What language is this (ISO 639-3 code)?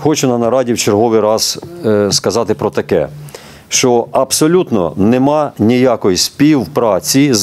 ukr